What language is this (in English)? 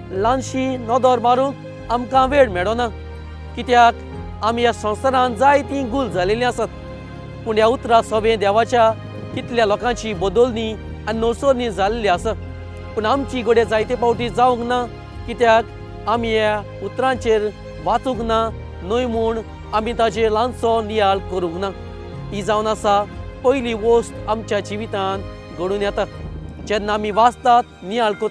Konkani